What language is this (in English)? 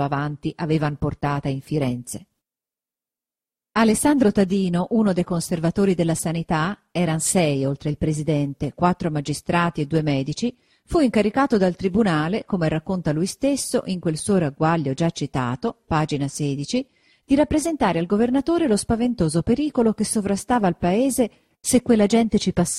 Italian